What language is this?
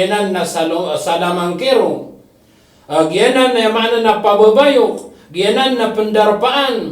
Maranao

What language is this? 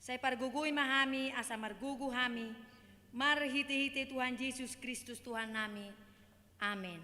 Batak Toba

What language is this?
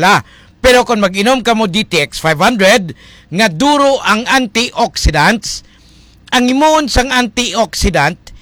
Hiligaynon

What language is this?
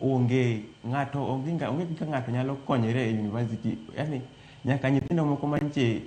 Luo (Kenya and Tanzania)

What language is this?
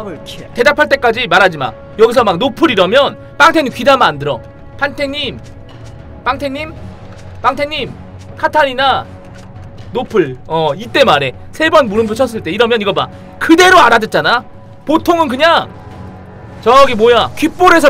Korean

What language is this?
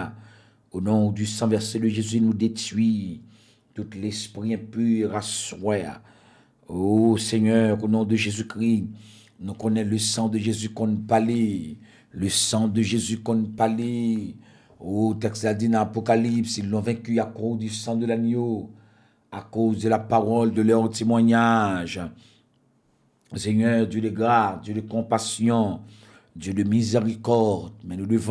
French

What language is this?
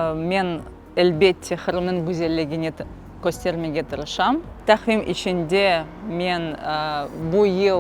Crimean Tatar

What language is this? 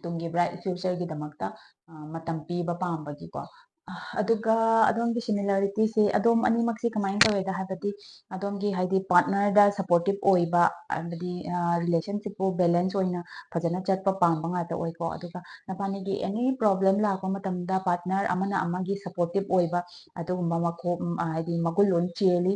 Manipuri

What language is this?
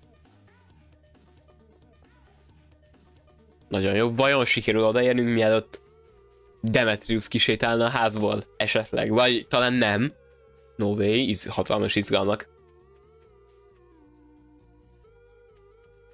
Hungarian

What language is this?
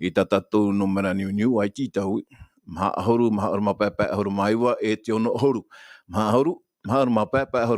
Tahitian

